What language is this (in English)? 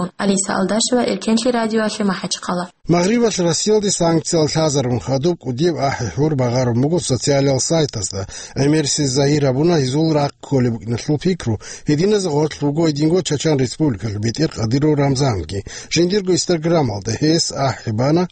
Avaric